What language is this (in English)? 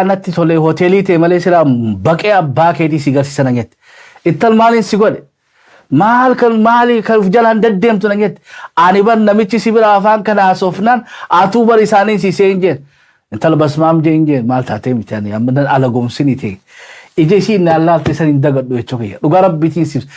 Oromo